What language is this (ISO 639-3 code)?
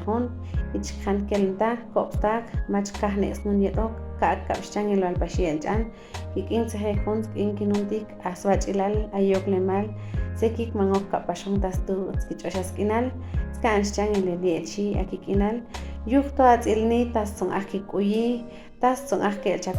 cac